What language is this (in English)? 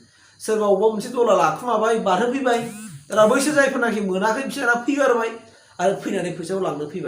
Bodo